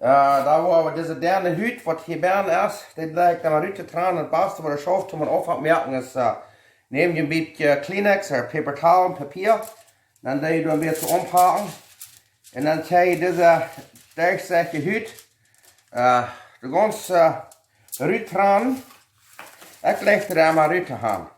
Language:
Plautdietsch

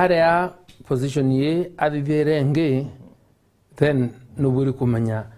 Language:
Meru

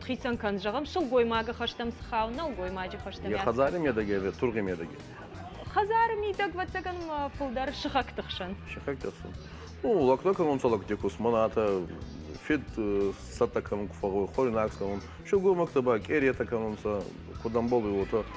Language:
Ossetic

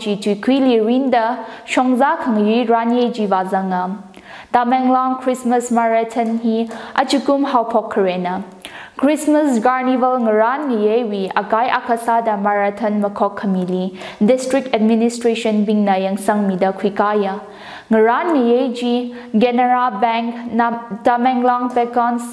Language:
Tangkhul Naga (India)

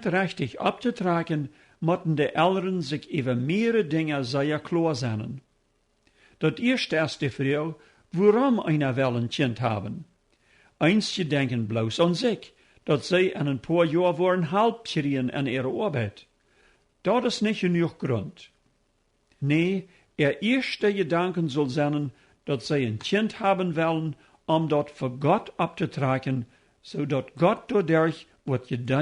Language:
Plautdietsch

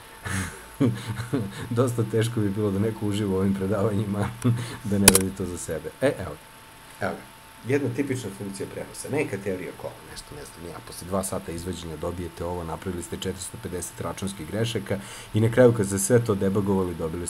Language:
Serbian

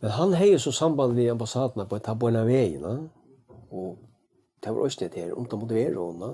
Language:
Faroese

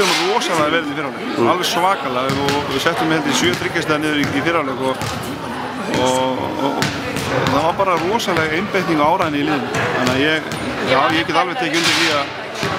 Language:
Icelandic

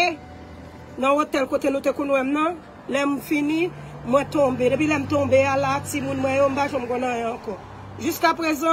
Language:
Haitian Creole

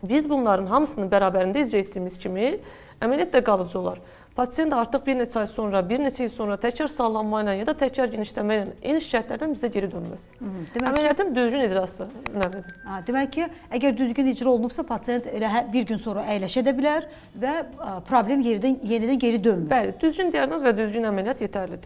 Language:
Azerbaijani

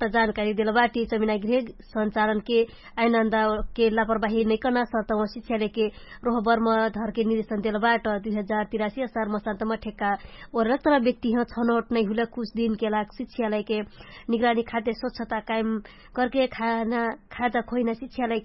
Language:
Dangaura Tharu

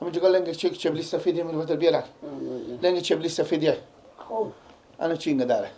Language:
Persian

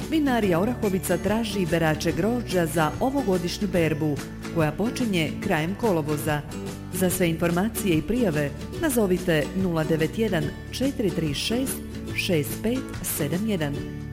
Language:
Croatian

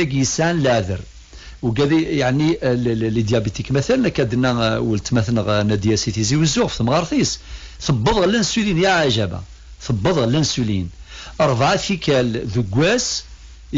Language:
Kabyle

